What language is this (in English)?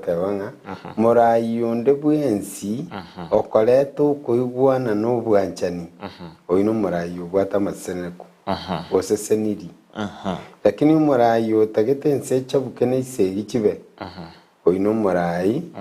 Gusii